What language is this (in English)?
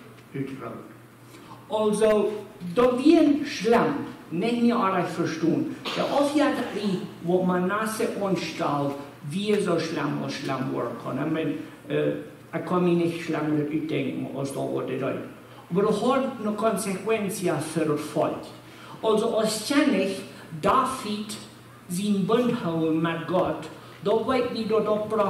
Plautdietsch